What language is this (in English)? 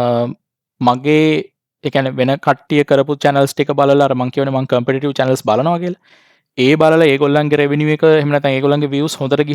Sinhala